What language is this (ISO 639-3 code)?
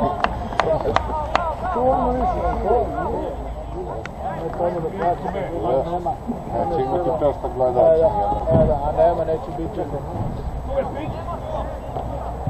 srp